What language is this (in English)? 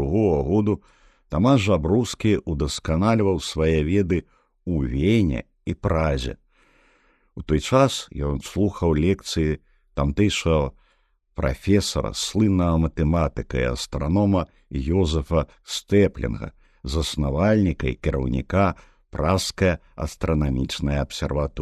Belarusian